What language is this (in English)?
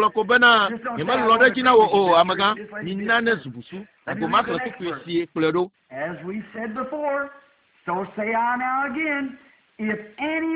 Ewe